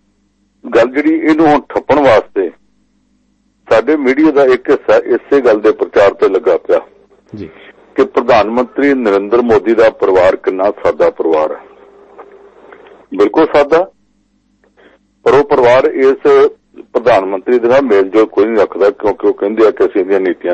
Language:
Punjabi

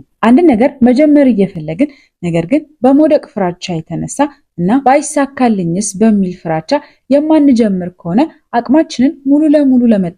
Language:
Amharic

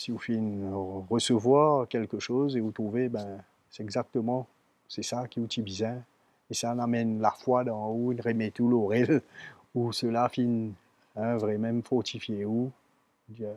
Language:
Morisyen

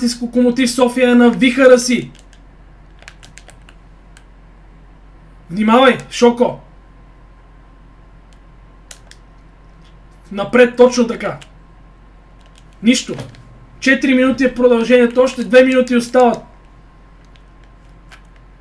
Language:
Bulgarian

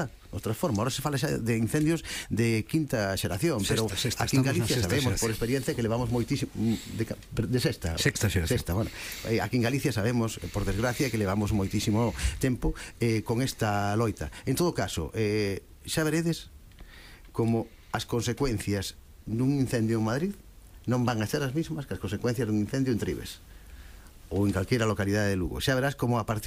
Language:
Galician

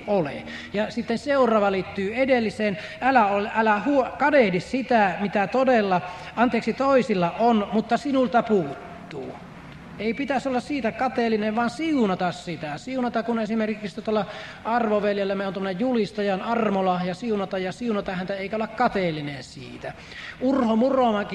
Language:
Finnish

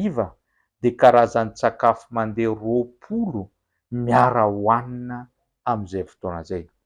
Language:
Malagasy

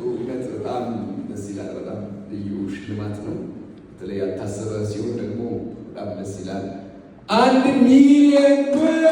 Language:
Amharic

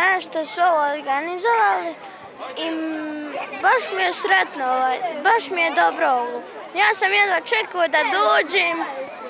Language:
Bosnian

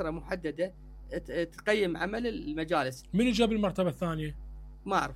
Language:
Mesopotamian Arabic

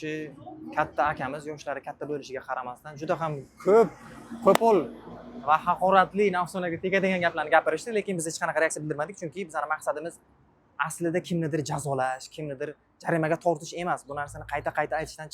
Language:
Uzbek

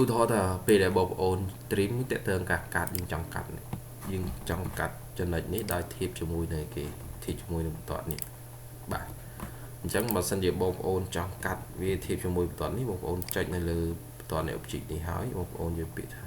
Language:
Khmer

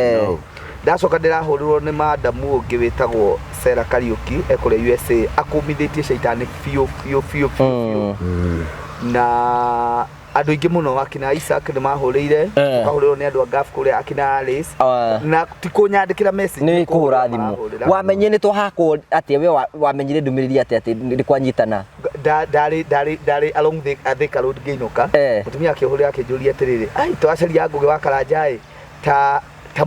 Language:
Kikuyu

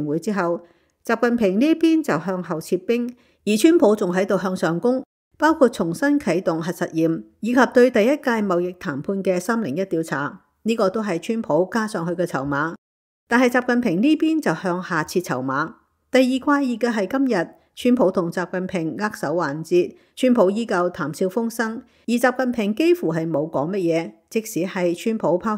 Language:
Cantonese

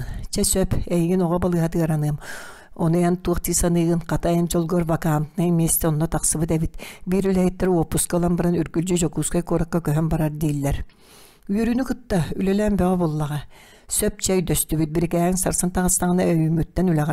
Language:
Yakut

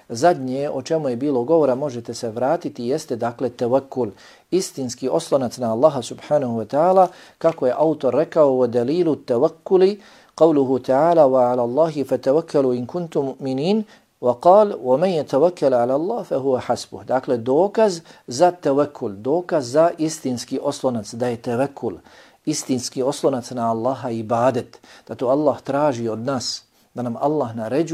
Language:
Bosnian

